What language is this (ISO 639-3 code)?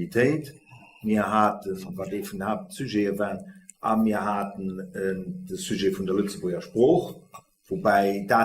ltz